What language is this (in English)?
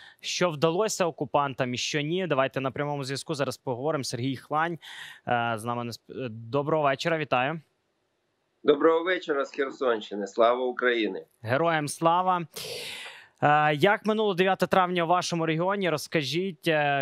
Ukrainian